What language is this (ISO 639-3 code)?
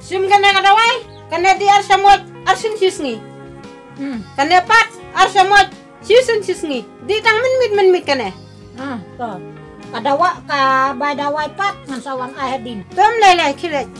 kha